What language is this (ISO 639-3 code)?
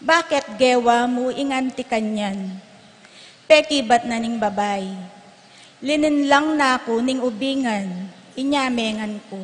pam